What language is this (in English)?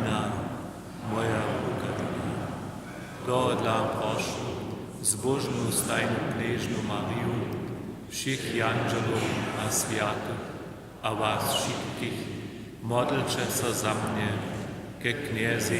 Upper Sorbian